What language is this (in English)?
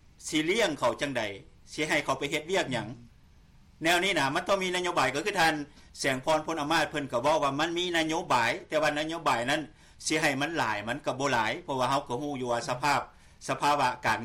Lao